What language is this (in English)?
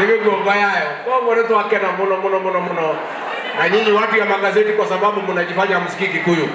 Kikuyu